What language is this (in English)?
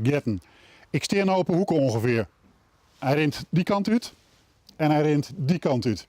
Western Frisian